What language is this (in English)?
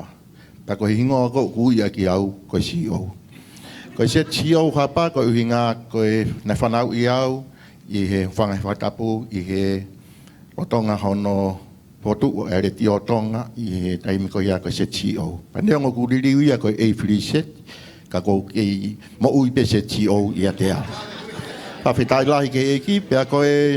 Tongan